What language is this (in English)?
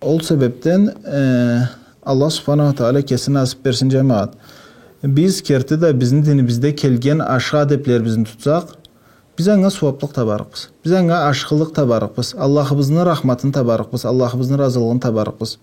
Karachay-Balkar